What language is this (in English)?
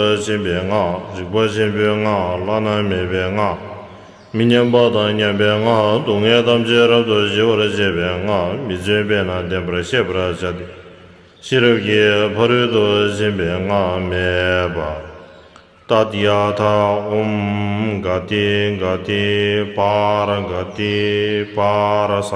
Tibetan